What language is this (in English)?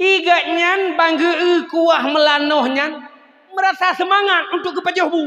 Achinese